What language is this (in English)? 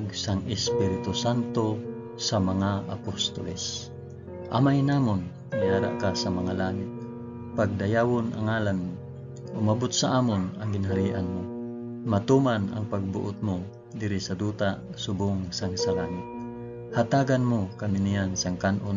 Hiligaynon